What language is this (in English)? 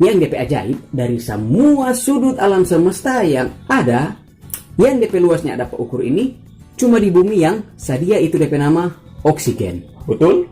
Manado Malay